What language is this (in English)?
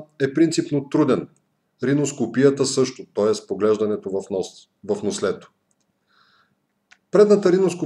Bulgarian